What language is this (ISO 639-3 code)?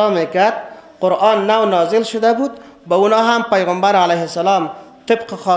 fas